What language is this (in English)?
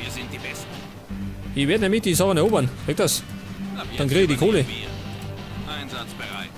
Bavarian